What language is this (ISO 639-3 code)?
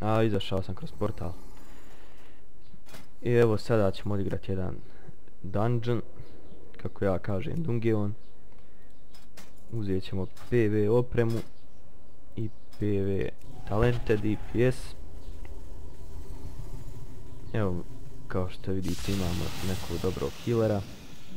hrv